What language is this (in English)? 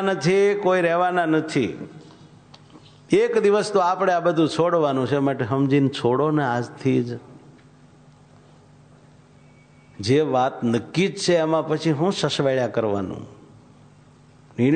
Gujarati